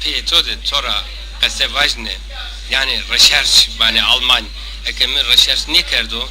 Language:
Zaza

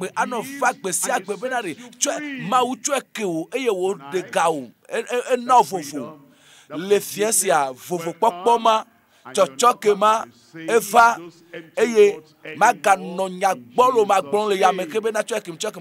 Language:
Ewe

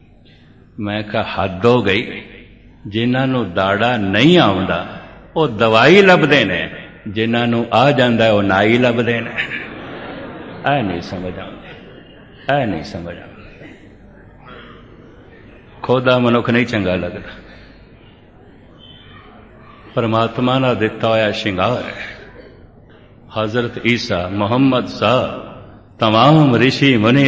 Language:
Punjabi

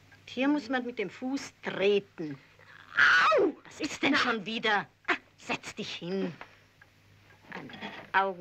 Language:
German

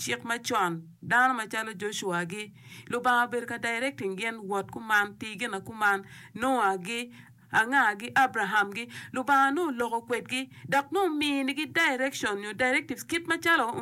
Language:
Acoli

